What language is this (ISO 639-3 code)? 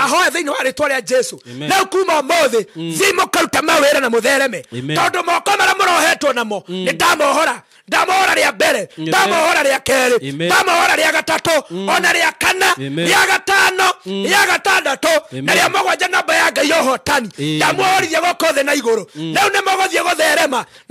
kik